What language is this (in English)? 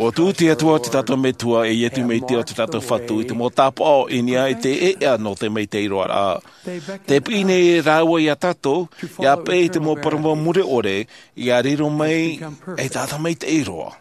Tahitian